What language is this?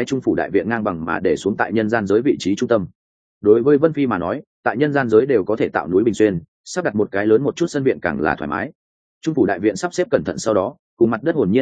Vietnamese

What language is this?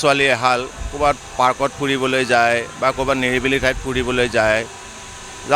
Assamese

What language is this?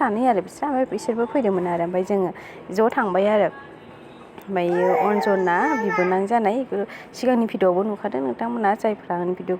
Bodo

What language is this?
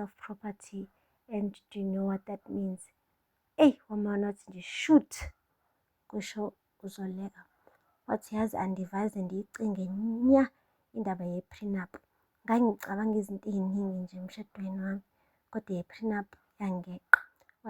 Zulu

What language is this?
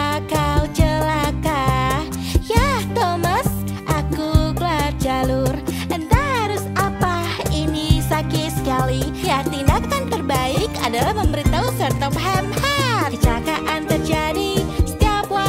Indonesian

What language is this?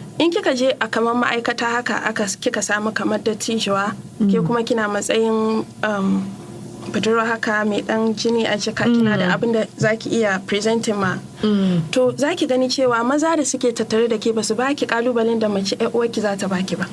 Hausa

